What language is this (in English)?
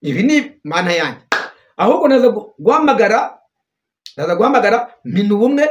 Kinyarwanda